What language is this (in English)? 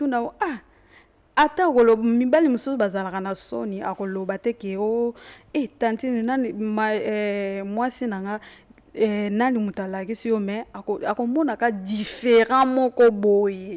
Lingala